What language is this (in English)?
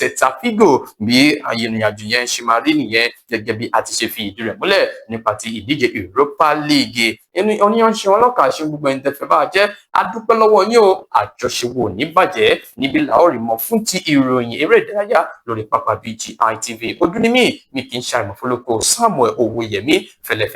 Yoruba